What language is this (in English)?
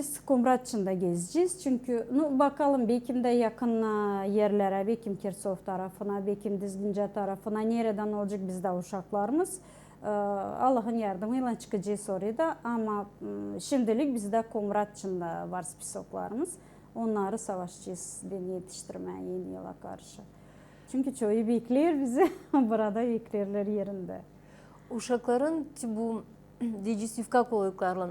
Gagauz